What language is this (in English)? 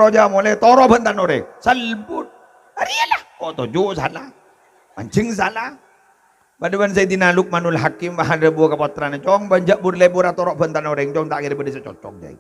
Madurese